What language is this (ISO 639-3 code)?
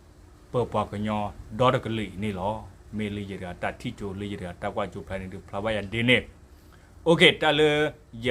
ksw